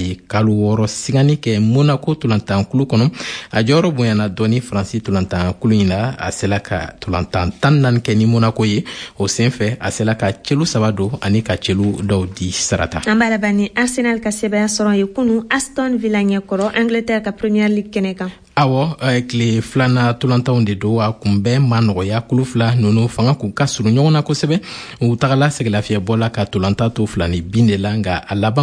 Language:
Bambara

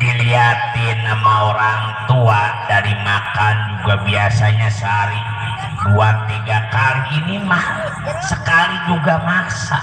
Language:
Betawi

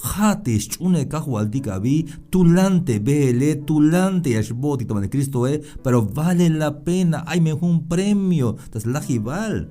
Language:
Tzeltal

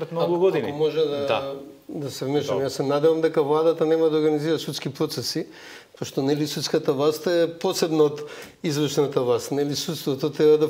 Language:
Macedonian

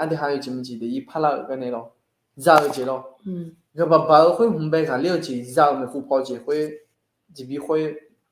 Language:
Akha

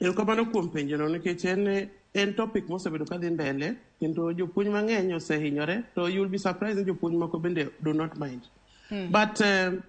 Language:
Luo (Kenya and Tanzania)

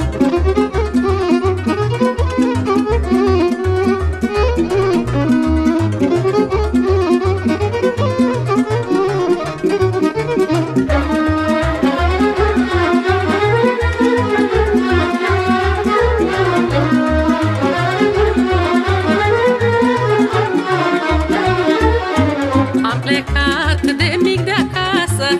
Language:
Romanian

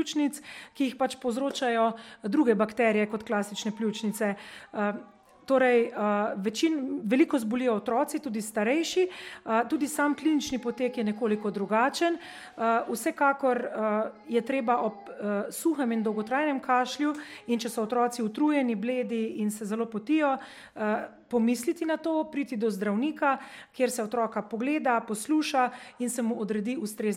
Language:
Slovenian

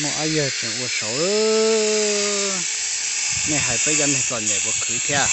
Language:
Hmong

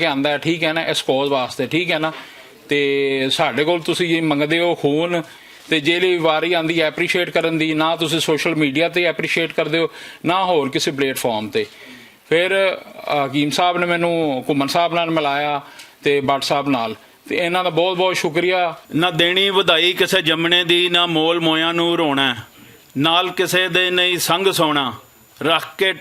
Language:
Western Panjabi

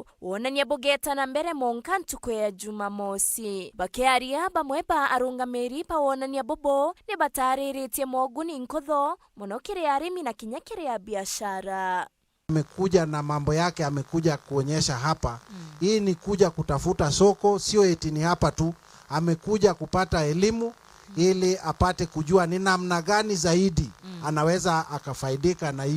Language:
Meru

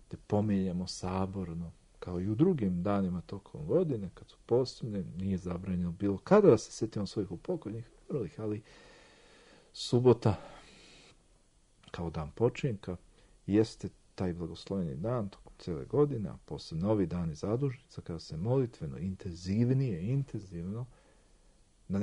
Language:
Serbian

